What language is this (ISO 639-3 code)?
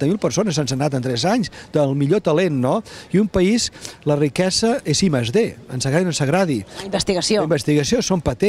cat